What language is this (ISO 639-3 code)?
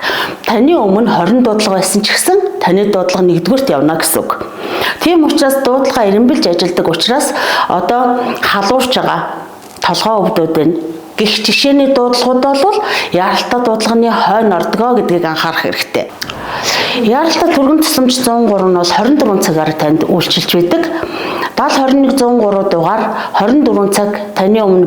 mon